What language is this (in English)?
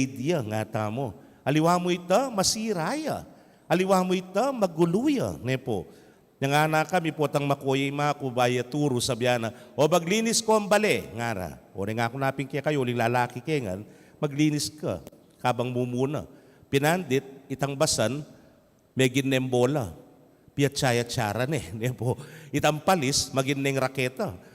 Pampanga